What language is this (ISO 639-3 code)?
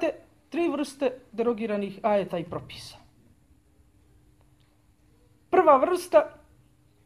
bos